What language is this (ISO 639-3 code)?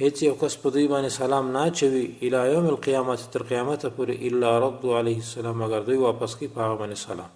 pus